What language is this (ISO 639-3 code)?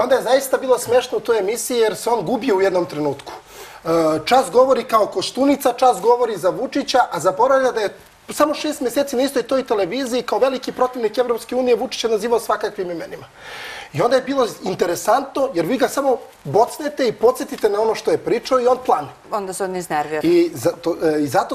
srp